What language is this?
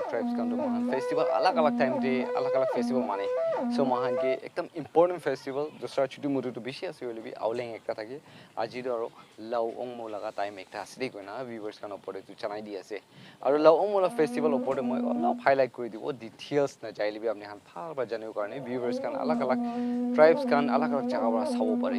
Naga Pidgin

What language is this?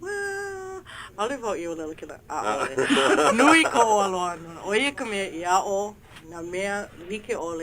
Hawaiian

